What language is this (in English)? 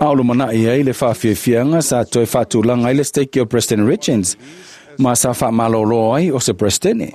Samoan